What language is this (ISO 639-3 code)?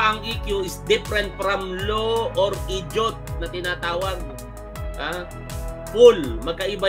fil